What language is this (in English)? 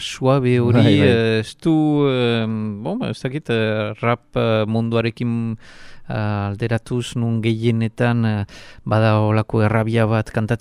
Basque